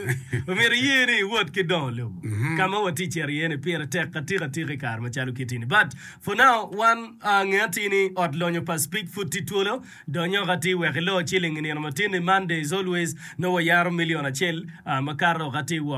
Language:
Acoli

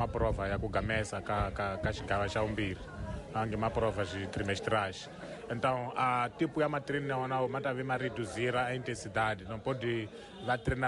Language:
Tsonga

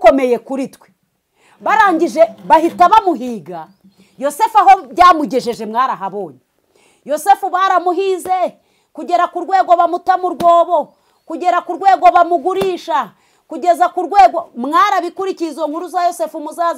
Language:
Kinyarwanda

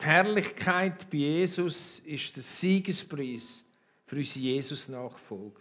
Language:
Swiss German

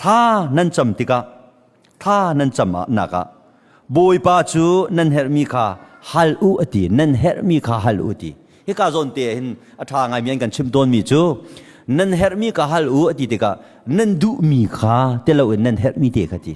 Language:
Hakha Chin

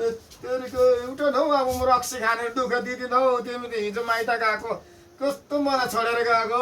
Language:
Nepali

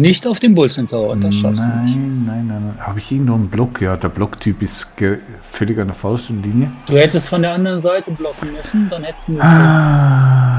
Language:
Swiss German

